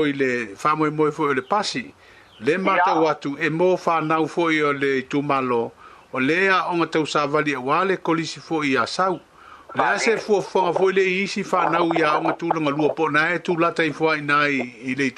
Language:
Samoan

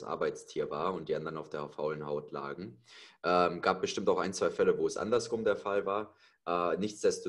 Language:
German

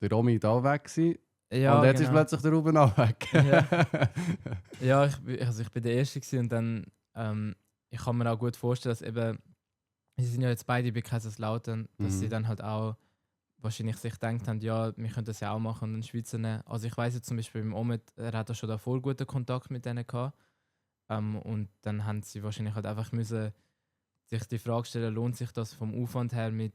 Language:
Swiss German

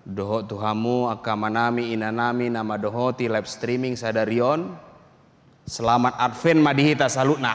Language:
Batak Toba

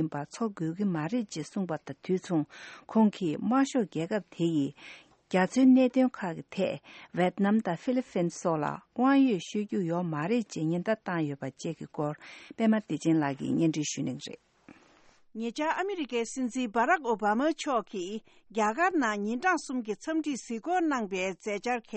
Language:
Tibetan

